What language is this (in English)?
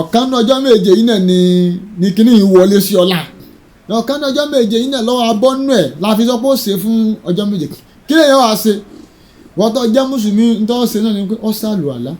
Yoruba